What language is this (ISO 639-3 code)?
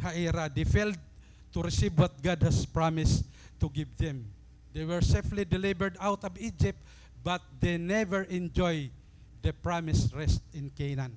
war